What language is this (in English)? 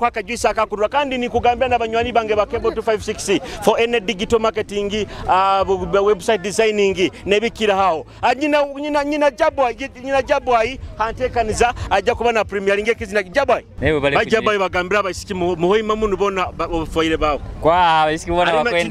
Nyoro